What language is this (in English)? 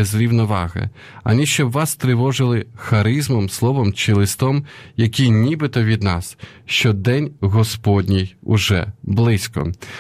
Ukrainian